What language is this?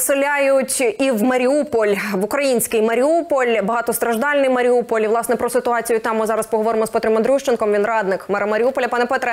Ukrainian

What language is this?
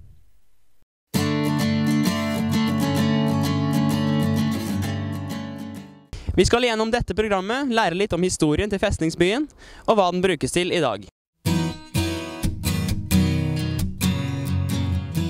Norwegian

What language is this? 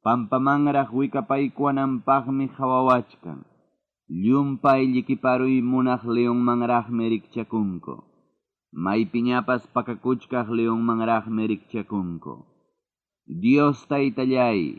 Ayacucho Quechua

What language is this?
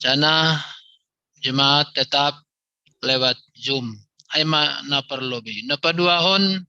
Batak Simalungun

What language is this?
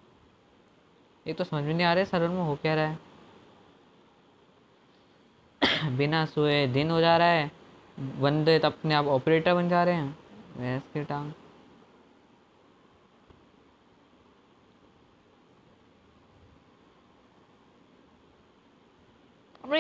Hindi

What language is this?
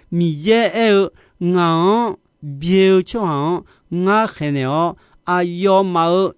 Akha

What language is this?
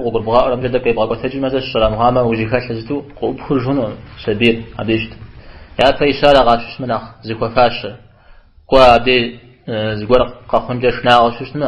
Kabardian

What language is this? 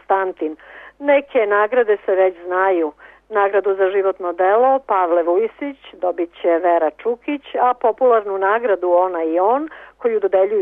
Serbian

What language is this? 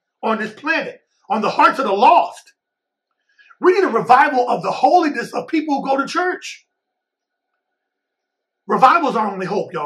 English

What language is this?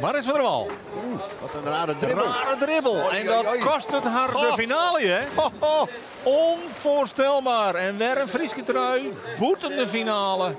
Western Frisian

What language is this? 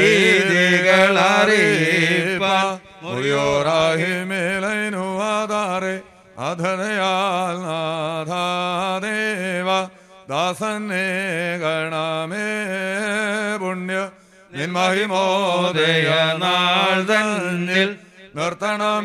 Malayalam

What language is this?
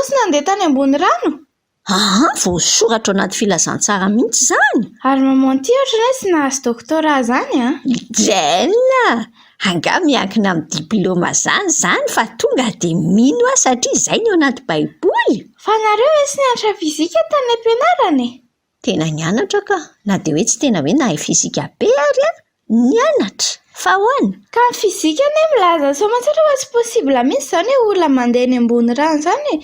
Malagasy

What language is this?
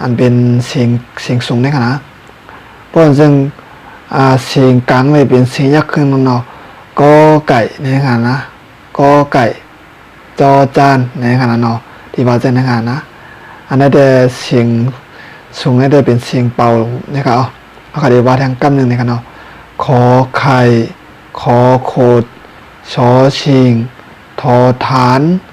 Shan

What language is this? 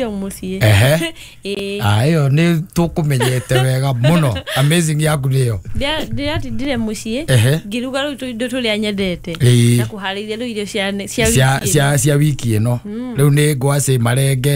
Kikuyu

